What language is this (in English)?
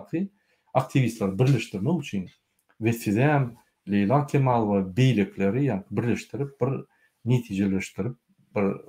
Turkmen